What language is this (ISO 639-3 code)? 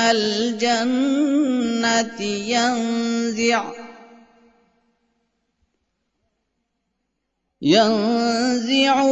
urd